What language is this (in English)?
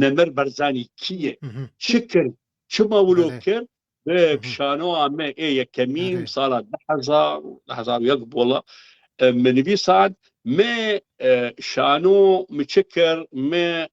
Kurdish